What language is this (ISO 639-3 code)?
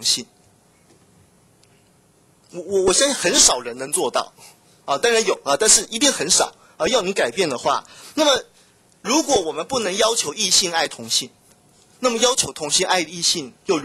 zho